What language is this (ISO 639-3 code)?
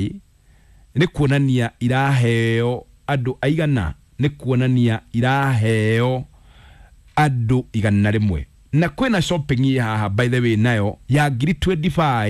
kik